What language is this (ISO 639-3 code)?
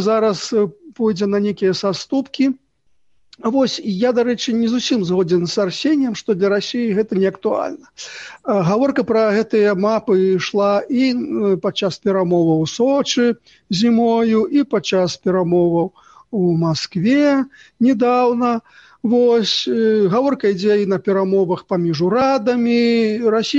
bel